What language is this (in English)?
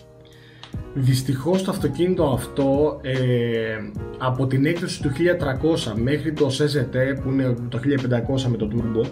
Greek